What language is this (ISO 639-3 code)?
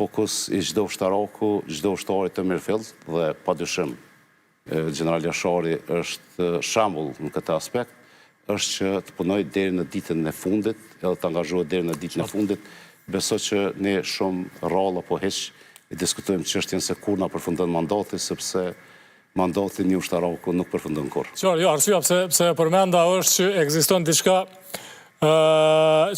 sqi